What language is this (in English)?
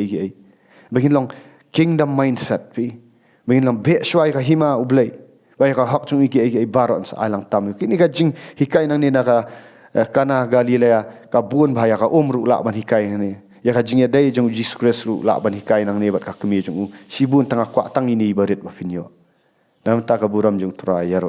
Khasi